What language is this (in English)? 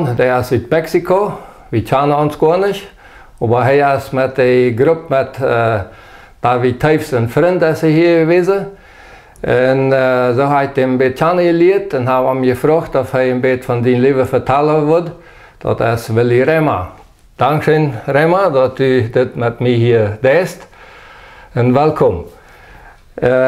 Plautdietsch